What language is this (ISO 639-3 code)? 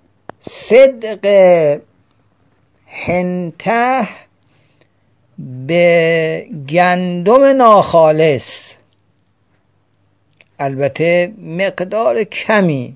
fas